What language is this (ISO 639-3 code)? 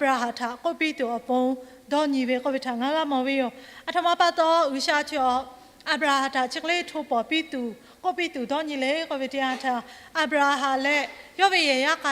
lhu